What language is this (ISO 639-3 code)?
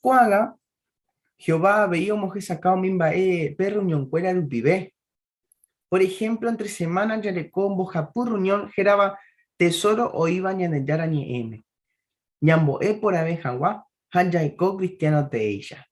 grn